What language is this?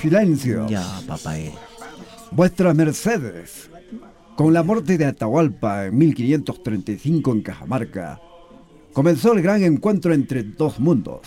South Bolivian Quechua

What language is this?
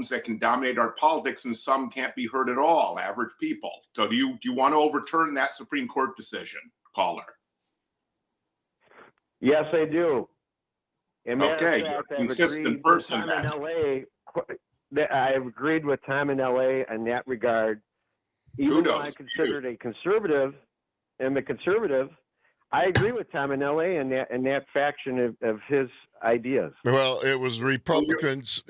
English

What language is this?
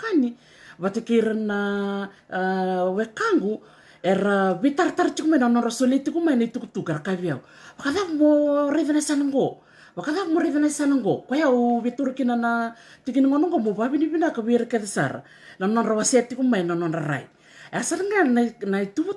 Fijian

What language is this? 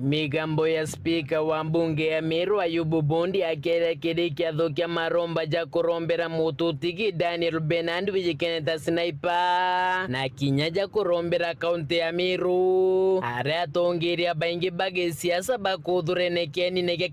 Meru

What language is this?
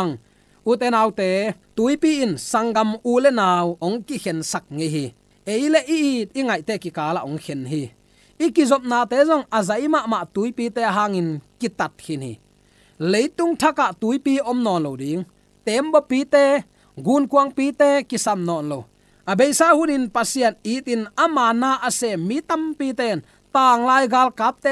Tedim Chin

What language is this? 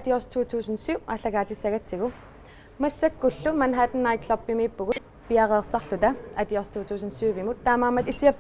Kalaallisut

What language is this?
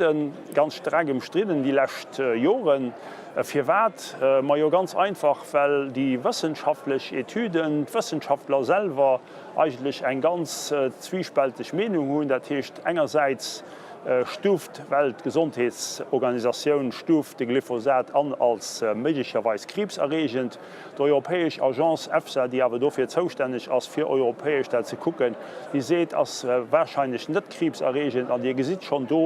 Luxembourgish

